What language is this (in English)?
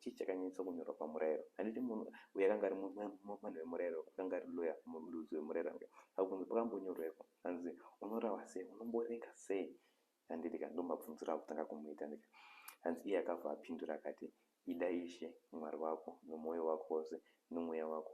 Shona